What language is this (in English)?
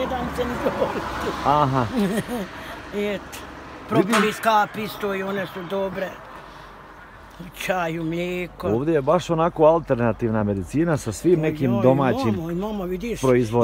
Bosnian